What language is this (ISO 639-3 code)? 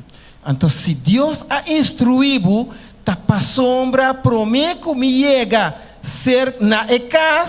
pap